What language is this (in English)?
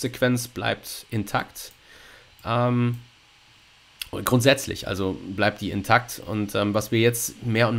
German